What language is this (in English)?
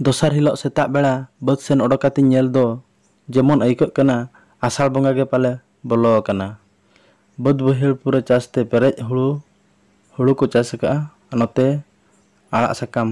Santali